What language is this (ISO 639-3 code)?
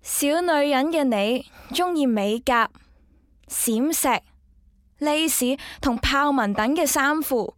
yue